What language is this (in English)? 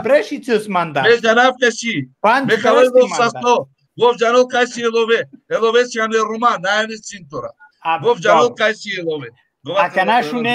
Balkan Romani